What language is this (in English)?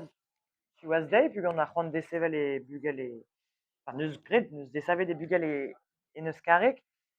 Breton